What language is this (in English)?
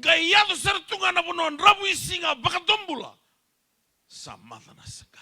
Fijian